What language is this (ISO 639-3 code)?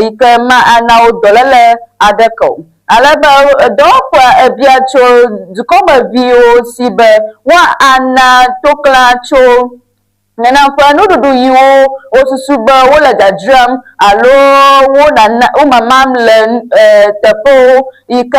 ewe